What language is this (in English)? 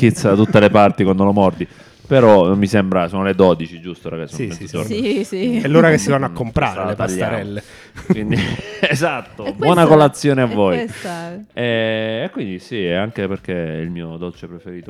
Italian